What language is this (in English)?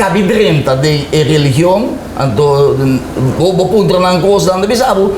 Papiamento